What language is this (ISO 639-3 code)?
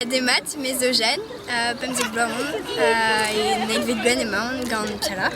bre